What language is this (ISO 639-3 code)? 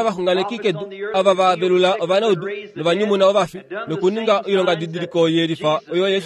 kua